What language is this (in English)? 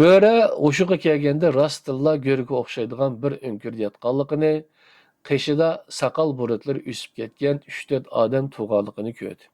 Uyghur